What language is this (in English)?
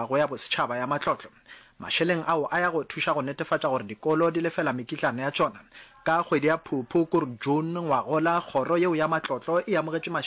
Northern Sotho